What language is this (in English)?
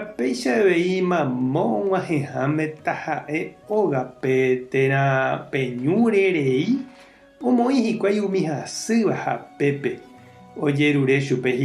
Guarani